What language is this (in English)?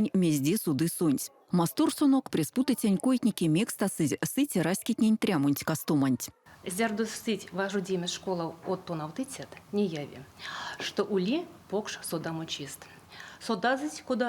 Erzya